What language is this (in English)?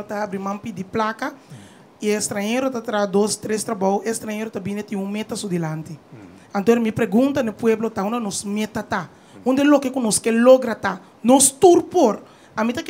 Papiamento